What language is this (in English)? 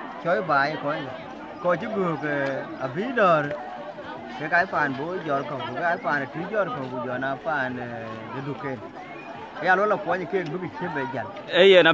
Dinka